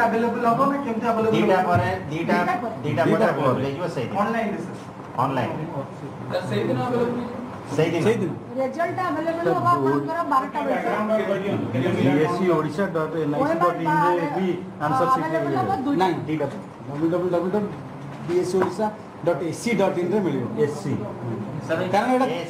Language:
Odia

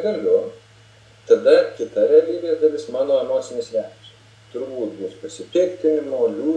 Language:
Lithuanian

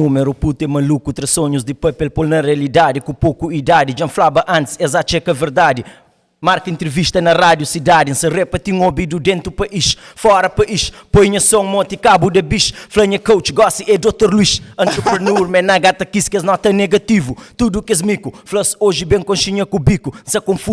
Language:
Kabuverdianu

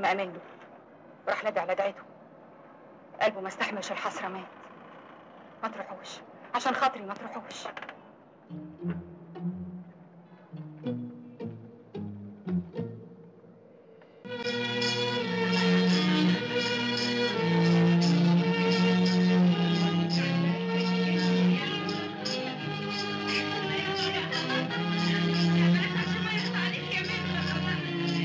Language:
Egyptian Arabic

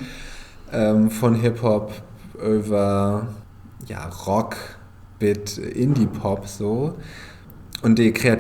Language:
Low German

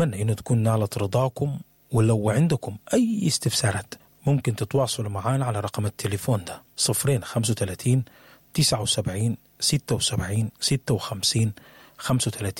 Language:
Sudanese Arabic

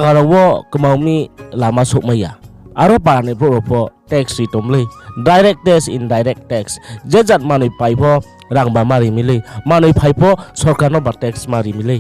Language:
Riang (India)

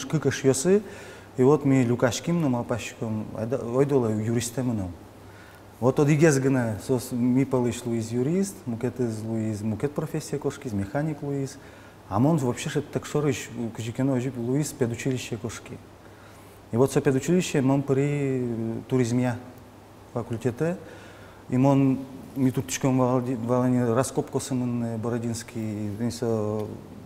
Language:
Udmurt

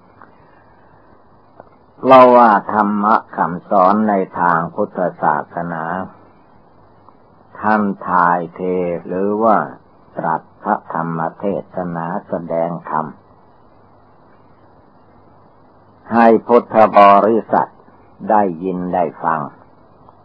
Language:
Thai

